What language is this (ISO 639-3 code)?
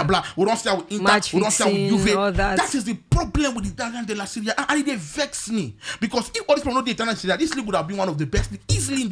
pcm